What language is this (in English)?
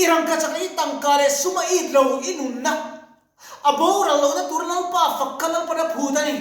Mizo